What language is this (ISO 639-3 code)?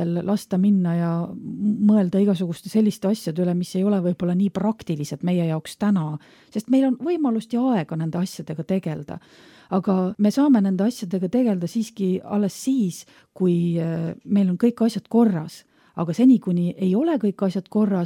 est